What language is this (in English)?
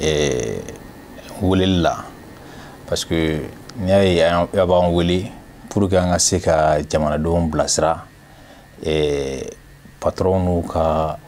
Bambara